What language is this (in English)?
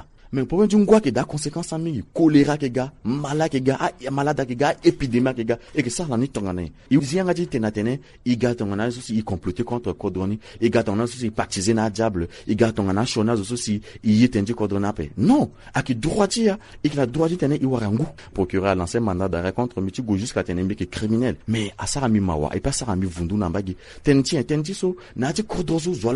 Sango